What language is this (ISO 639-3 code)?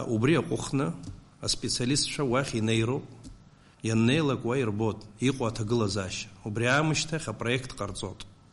abk